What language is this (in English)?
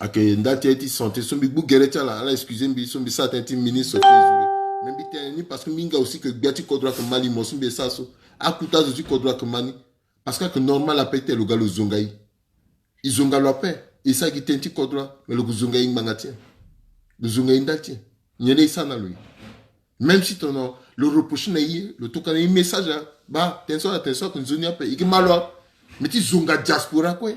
Sango